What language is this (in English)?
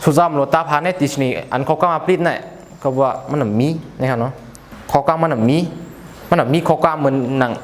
Shan